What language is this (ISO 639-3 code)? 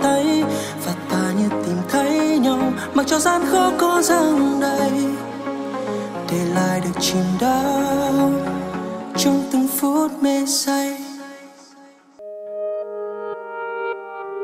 vie